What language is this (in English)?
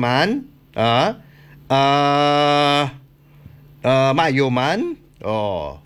Hiligaynon